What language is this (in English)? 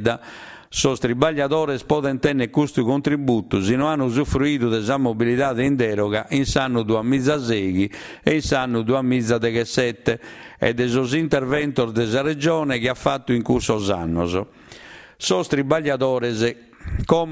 Sardinian